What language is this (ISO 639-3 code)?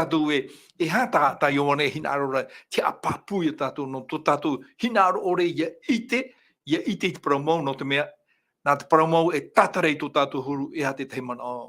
tah